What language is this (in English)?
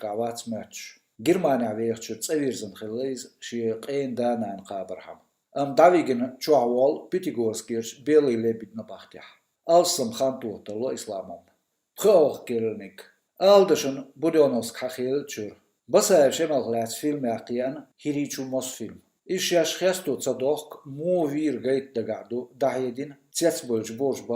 Chechen